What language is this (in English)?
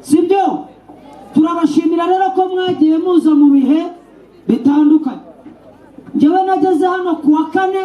Kinyarwanda